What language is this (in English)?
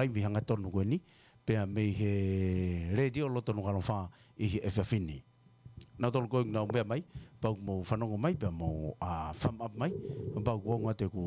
Tongan